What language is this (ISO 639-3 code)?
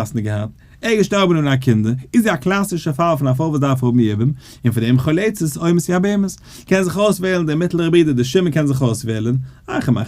yid